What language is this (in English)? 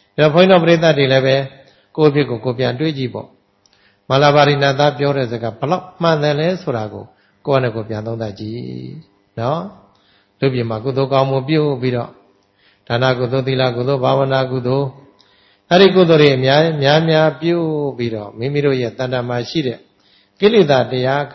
Burmese